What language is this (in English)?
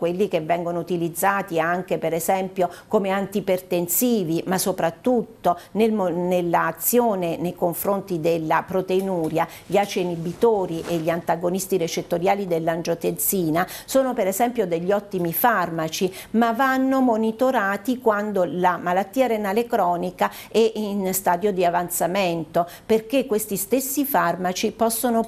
Italian